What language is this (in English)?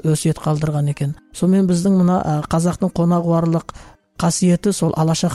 Kazakh